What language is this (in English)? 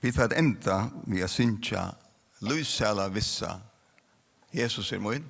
Faroese